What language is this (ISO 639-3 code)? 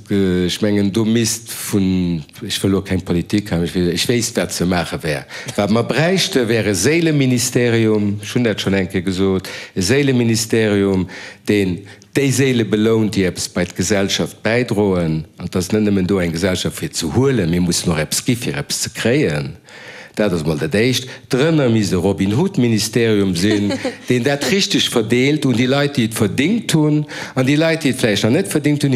ltz